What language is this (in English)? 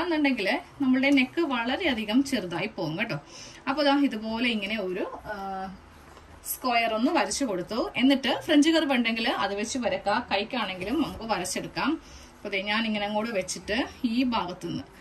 Malayalam